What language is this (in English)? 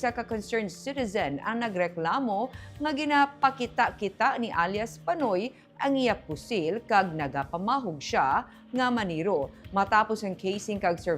Hiligaynon